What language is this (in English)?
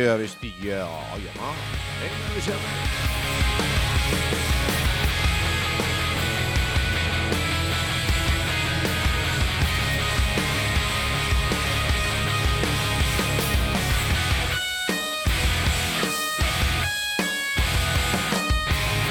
Basque